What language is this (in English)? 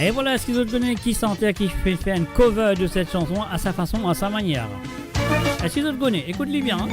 Morisyen